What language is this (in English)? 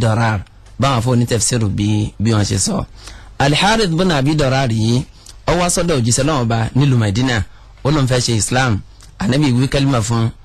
Yoruba